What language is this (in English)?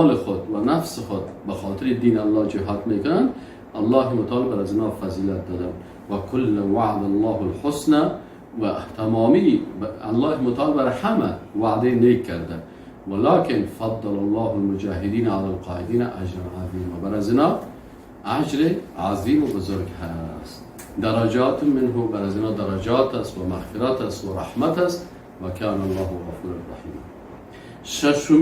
Persian